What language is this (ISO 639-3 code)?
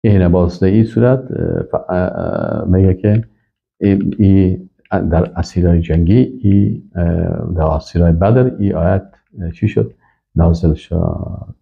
fas